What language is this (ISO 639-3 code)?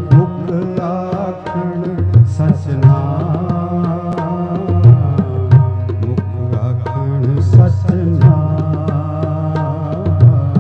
pan